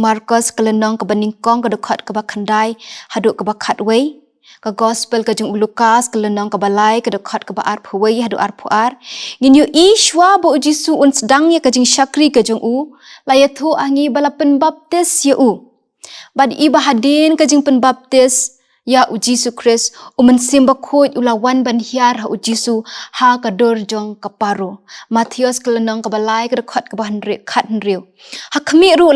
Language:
Khasi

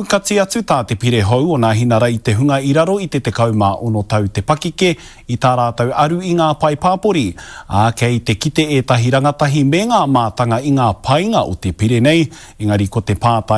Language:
Māori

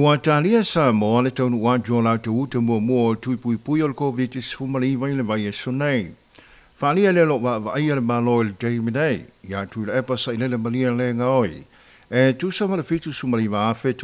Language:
Samoan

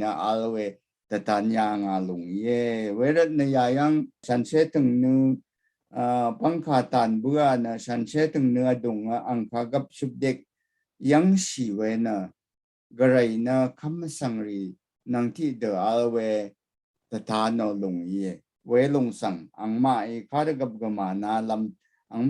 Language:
Rawang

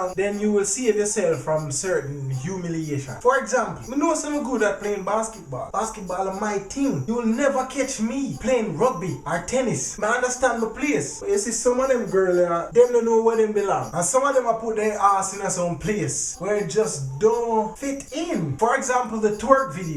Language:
Jamaican Creole English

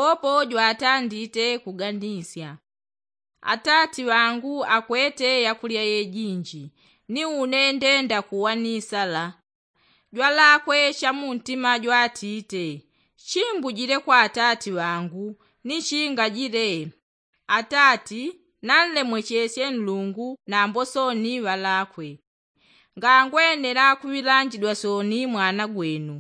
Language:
Yao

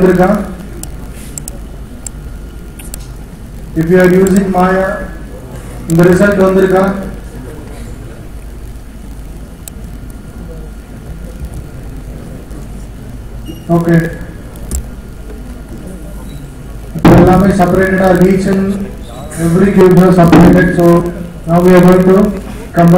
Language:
Tamil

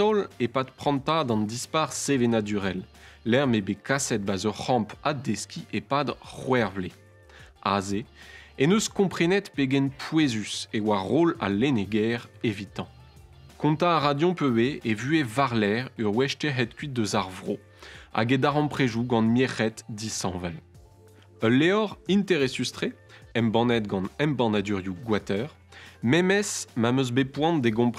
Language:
Breton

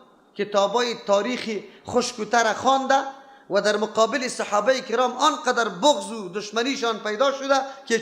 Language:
Persian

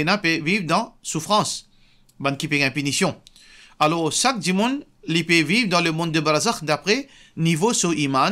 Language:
Morisyen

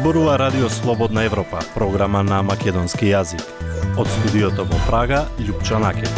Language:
Macedonian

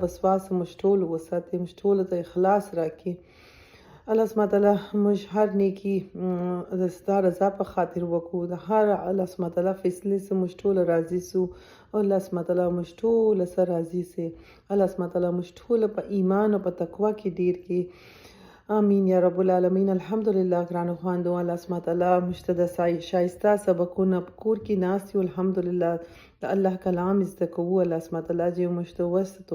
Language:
Pashto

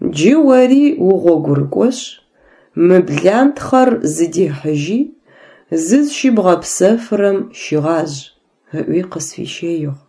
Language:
Adyghe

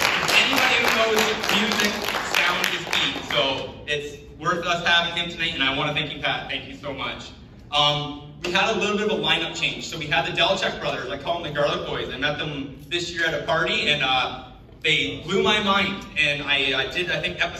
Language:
English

